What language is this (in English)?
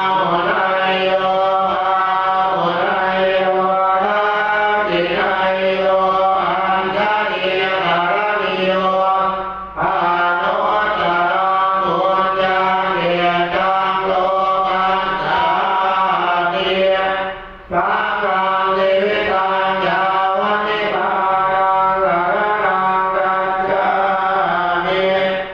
Pali